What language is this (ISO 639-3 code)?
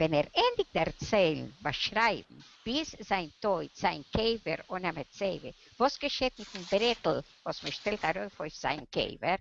yid